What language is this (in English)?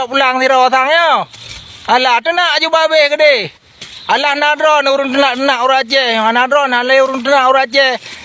Achinese